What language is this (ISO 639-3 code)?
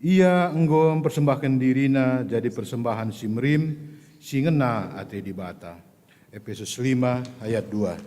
btx